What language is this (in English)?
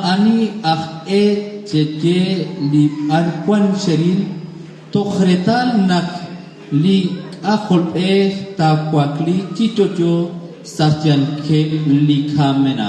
Kekchí